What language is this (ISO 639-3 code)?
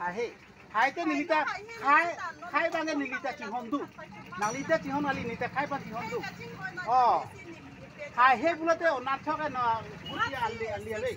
mjw